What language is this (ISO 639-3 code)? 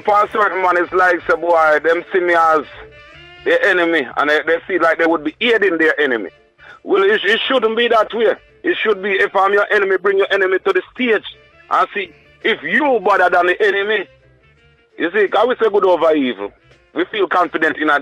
jam